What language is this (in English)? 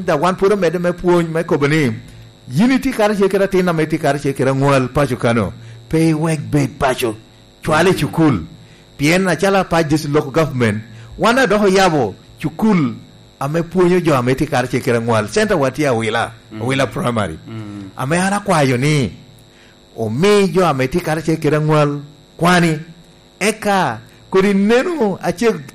Lango (Uganda)